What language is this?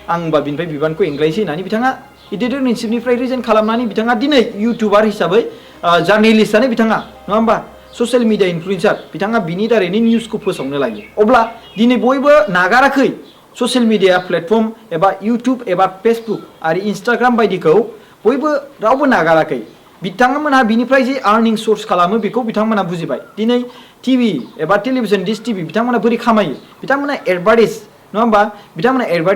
Bodo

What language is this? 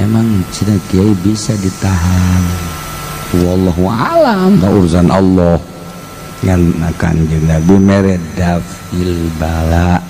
Sundanese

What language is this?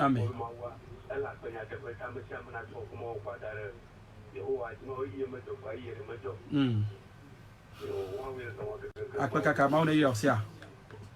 Ewe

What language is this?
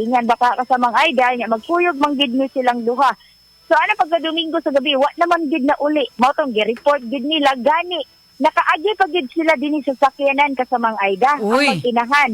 Cebuano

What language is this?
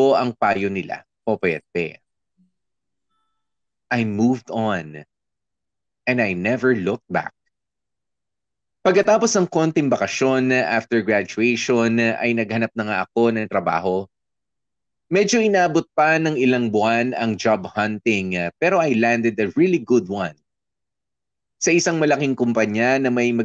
Filipino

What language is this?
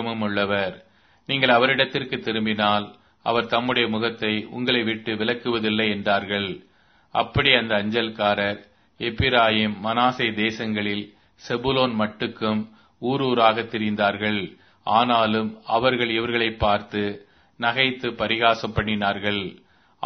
Tamil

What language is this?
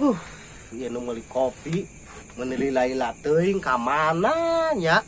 Sundanese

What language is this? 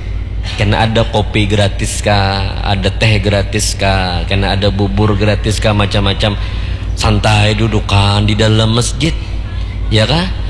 Banjar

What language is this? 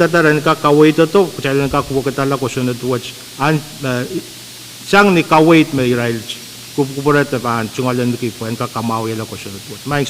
Pohnpeian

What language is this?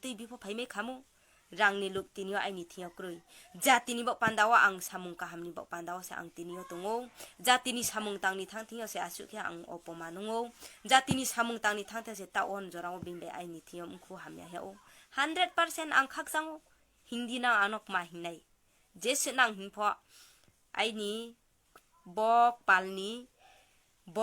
Riang (India)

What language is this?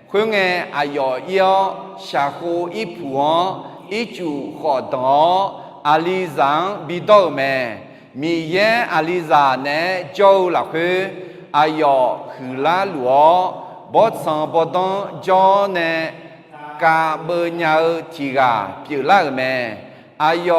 Akha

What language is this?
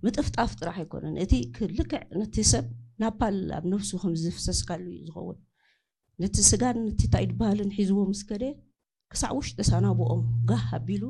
Tigrinya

